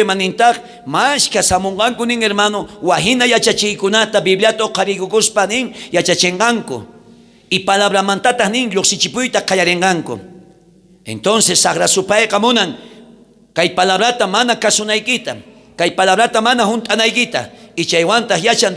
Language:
South Bolivian Quechua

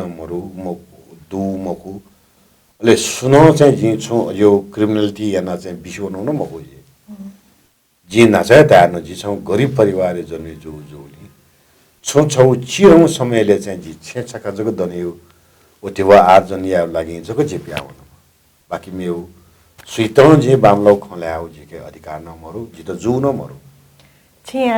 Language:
Newari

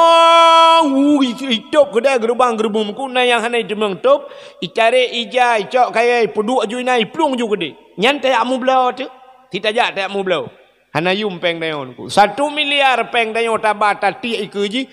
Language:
Achinese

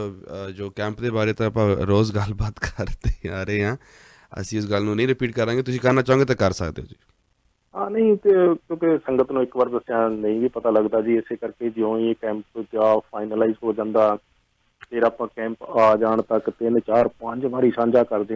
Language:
Punjabi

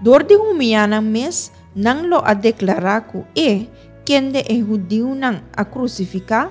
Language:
Papiamento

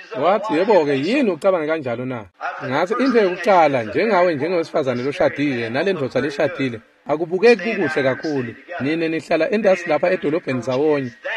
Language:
Swati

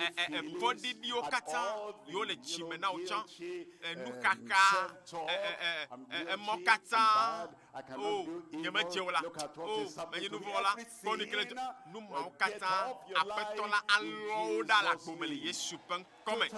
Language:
Ewe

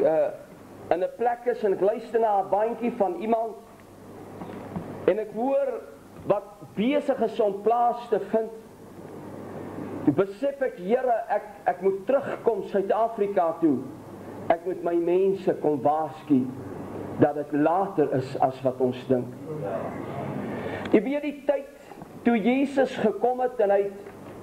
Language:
Afrikaans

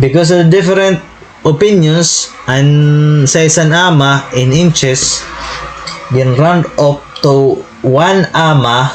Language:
Waray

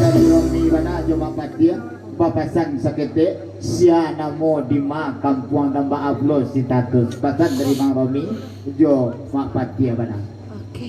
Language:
Minangkabau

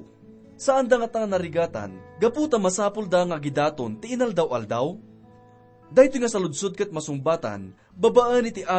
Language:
Iloko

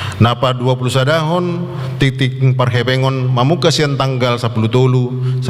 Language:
Batak Toba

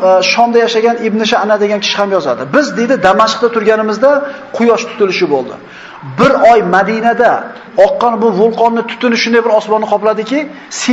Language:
Uzbek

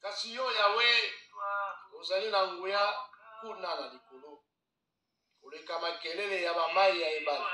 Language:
Lingala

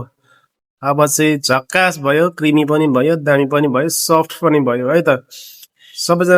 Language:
Nepali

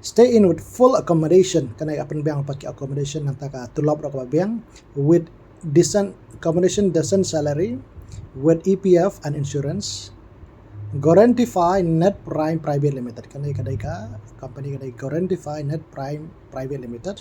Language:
Khasi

